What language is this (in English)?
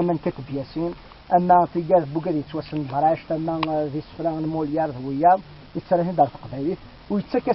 Kabyle